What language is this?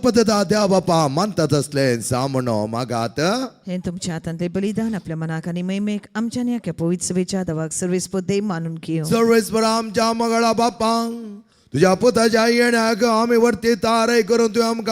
Konkani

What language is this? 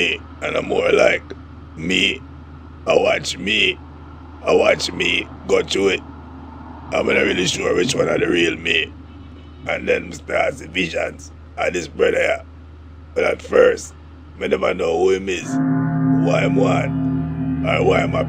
Jamaican Creole English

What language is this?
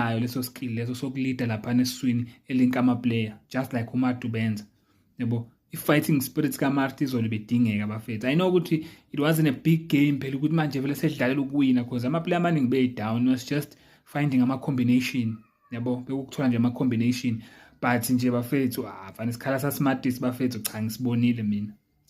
Zulu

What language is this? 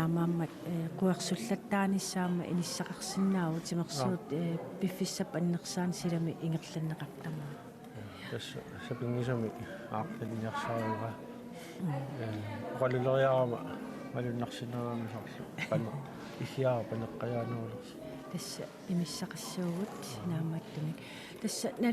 Kalaallisut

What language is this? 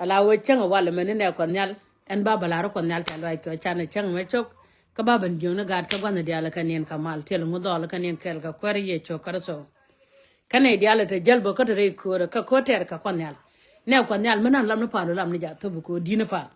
Nuer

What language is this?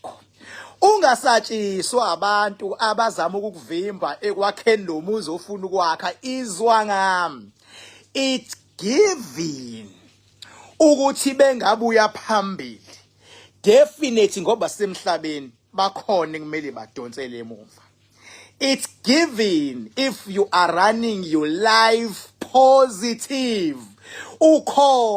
Zulu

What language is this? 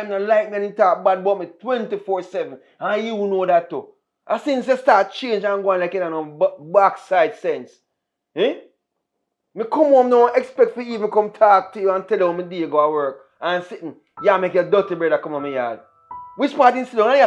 Jamaican Creole English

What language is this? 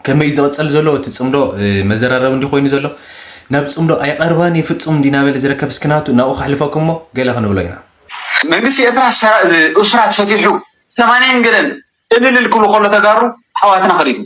Tigrinya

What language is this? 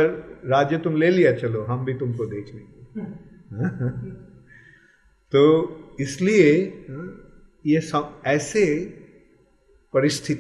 Hindi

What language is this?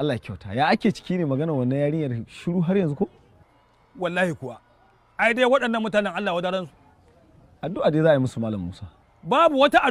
Hausa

